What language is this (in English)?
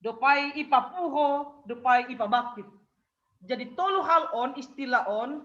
Batak Simalungun